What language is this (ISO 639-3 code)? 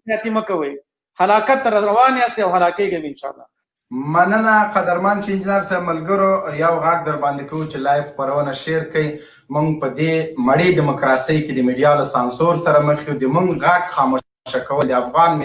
pus